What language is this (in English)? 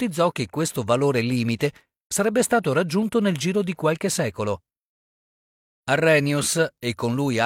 Italian